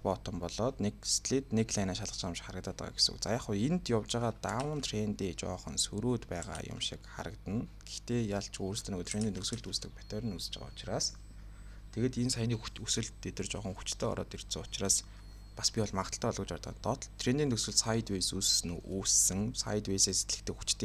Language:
Mongolian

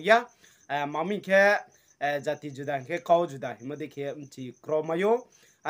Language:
Riang (India)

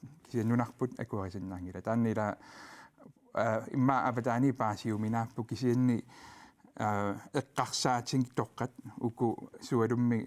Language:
Kalaallisut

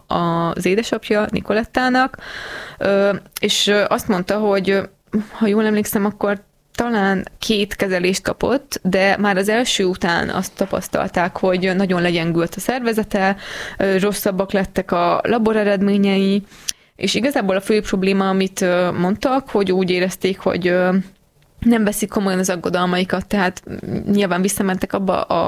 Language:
Hungarian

